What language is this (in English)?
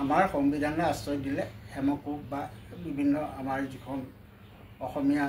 Assamese